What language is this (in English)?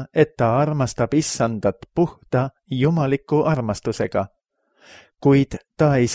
Estonian